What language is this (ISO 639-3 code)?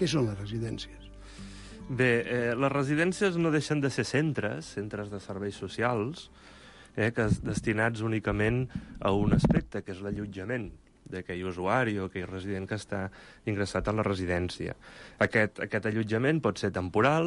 cat